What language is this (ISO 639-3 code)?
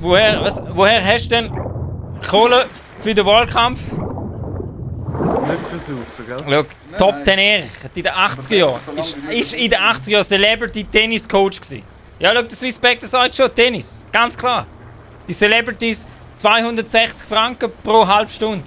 gsw